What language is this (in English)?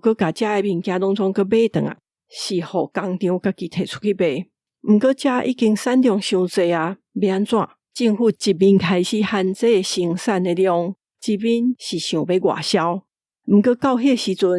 Min Nan Chinese